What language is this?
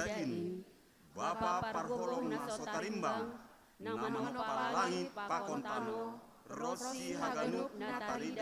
Batak Simalungun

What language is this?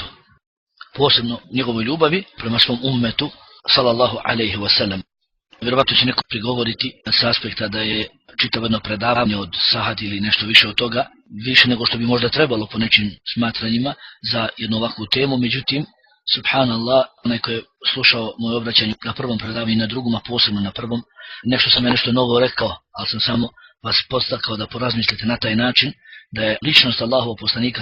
Bosnian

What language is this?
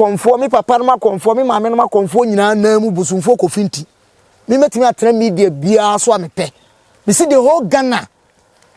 Akan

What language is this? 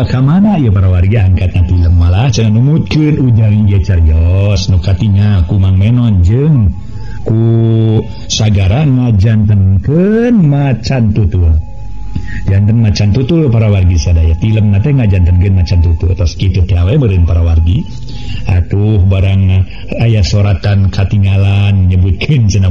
Sundanese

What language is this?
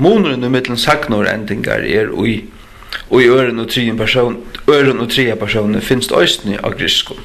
Faroese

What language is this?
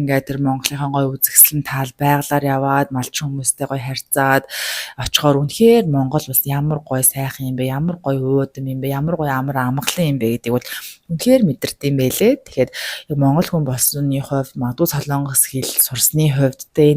Mongolian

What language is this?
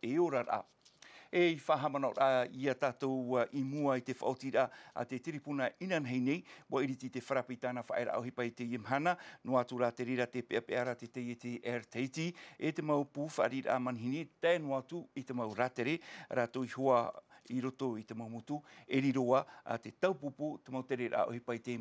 Tahitian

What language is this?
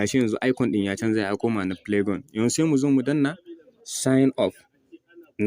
Hausa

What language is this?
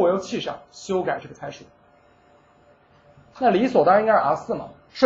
Chinese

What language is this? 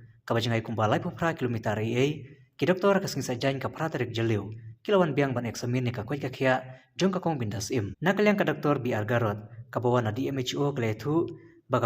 Khasi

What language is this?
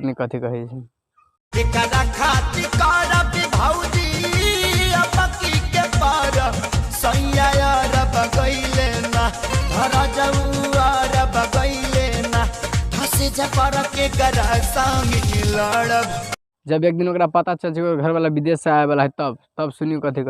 Maithili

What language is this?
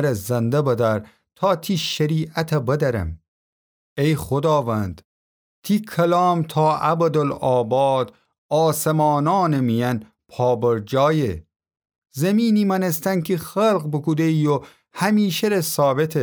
Gilaki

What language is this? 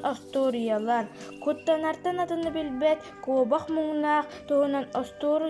Yakut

